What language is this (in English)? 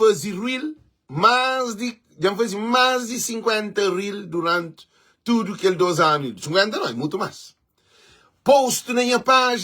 Kabuverdianu